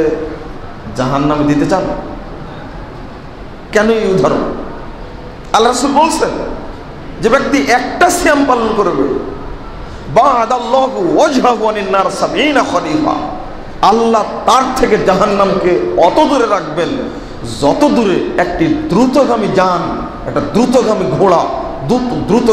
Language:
Bangla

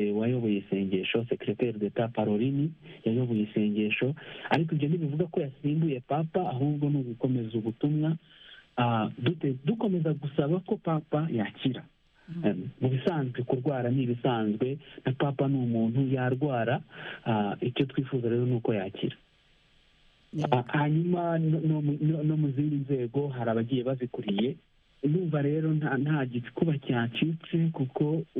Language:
Kinyarwanda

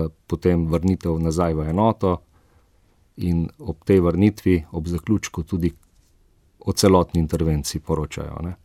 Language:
Slovenian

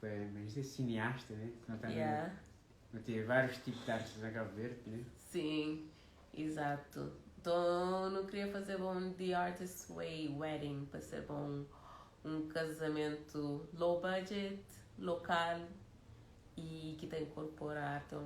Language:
Kabuverdianu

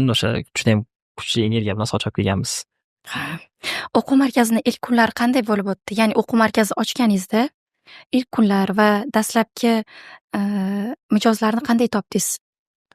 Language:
Uzbek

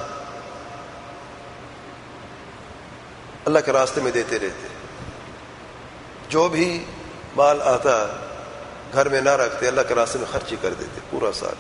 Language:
Urdu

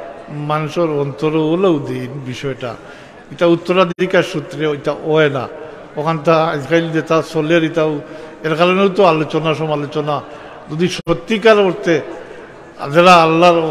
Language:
Sylheti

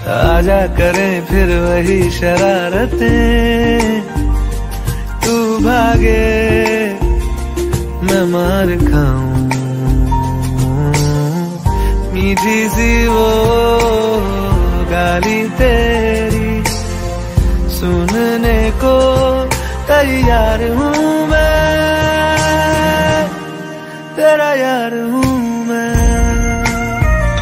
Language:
Hindi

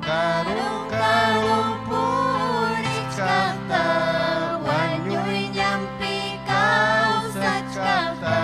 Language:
Ayacucho Quechua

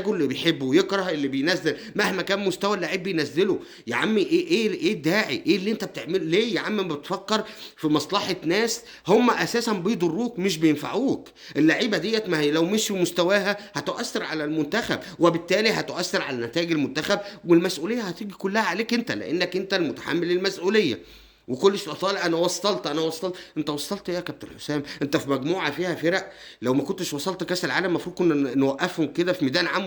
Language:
Egyptian Arabic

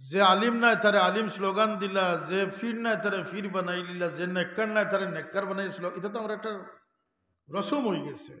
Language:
Sylheti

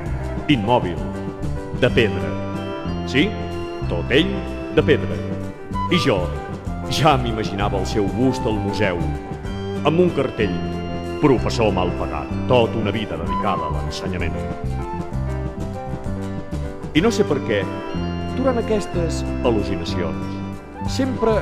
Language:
Catalan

